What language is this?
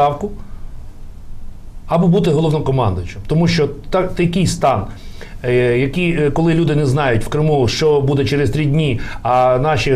Ukrainian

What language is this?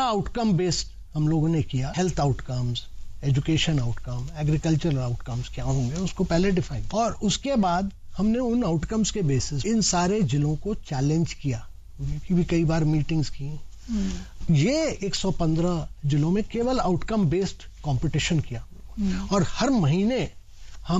Hindi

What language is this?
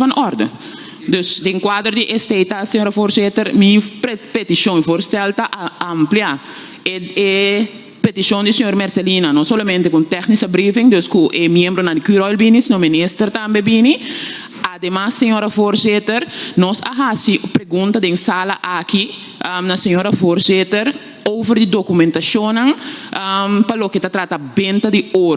Papiamento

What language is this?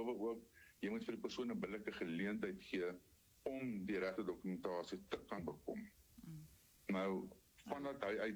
Afrikaans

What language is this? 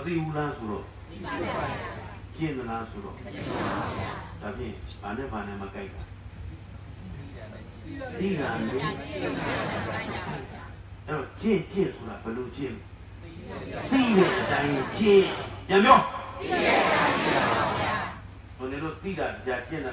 Burmese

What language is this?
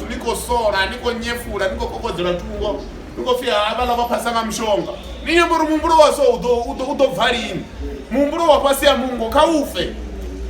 Venda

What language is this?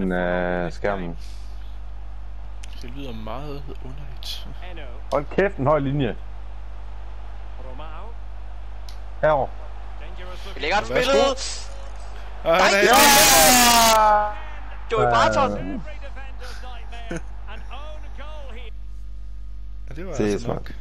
Danish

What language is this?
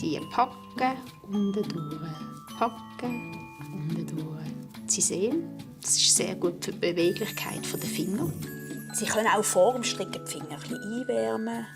Swiss German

